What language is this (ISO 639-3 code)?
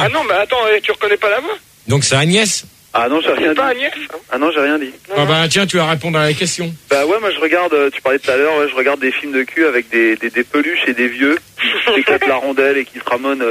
fra